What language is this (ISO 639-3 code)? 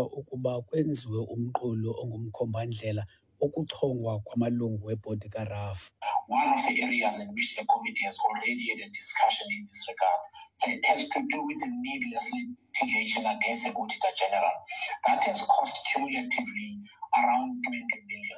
xho